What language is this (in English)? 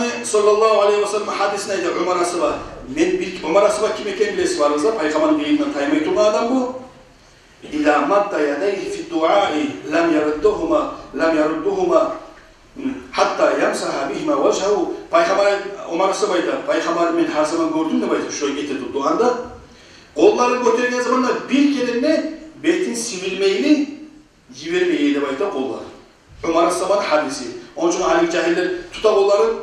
Kumyk